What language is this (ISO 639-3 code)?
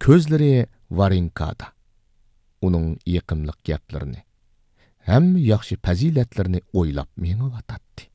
uig